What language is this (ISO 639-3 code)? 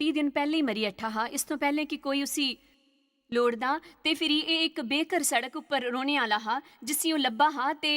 doi